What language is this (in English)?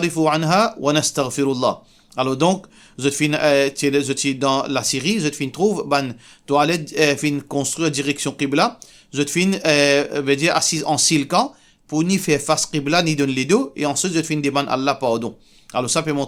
Morisyen